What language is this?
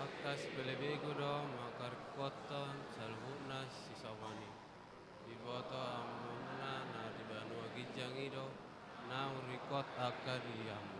Batak Toba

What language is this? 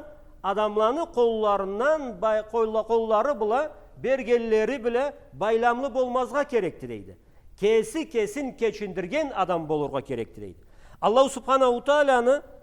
Karachay-Balkar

